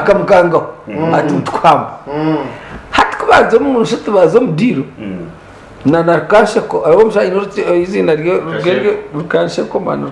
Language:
Nyankole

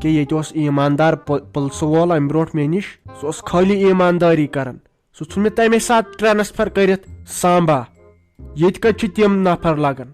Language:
Kashmiri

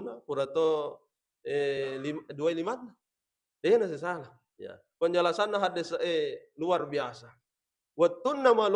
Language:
Buginese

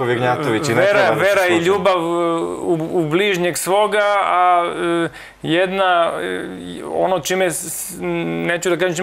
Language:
Serbian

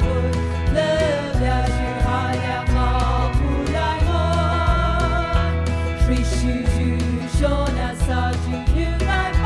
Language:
Poumei Naga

